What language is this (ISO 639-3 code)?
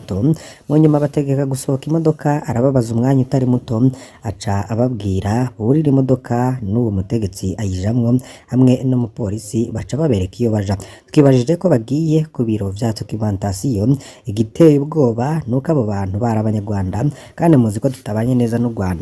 run